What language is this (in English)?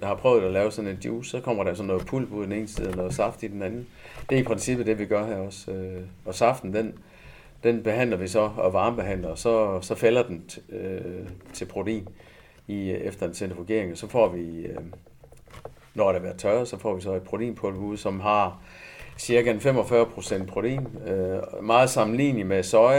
Danish